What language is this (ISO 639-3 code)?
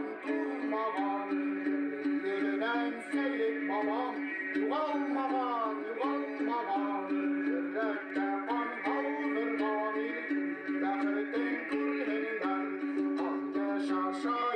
bak